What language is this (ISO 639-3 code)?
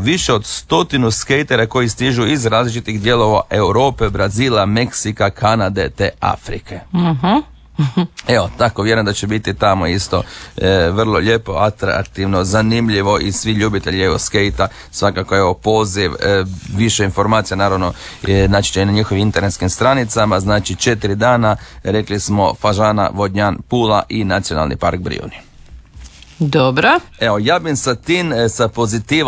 hrv